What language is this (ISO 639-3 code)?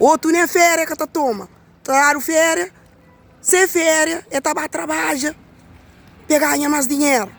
kea